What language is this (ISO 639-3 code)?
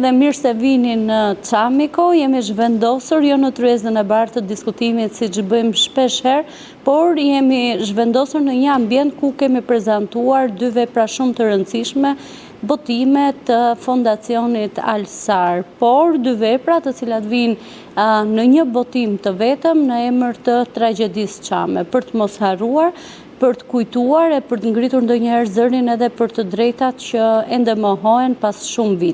sqi